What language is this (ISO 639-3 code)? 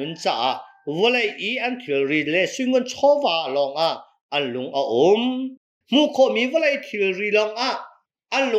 cnh